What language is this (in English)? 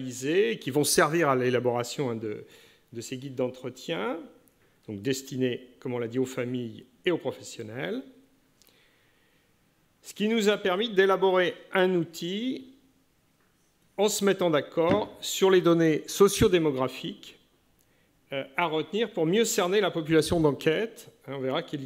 French